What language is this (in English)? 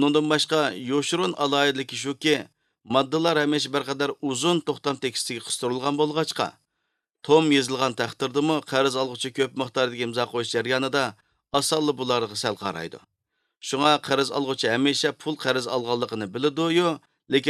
Uyghur